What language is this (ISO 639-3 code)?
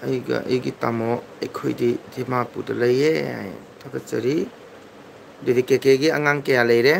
mni